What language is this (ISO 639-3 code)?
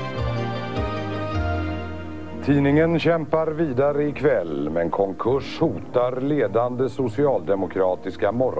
swe